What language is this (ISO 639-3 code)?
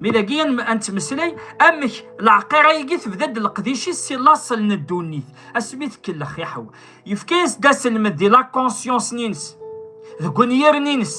kab